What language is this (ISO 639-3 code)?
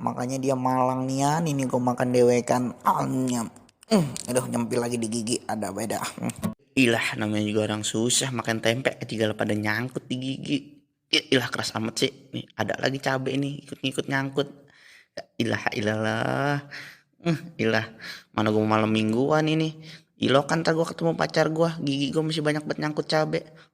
bew